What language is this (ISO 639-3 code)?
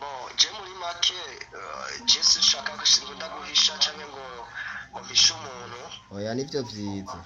run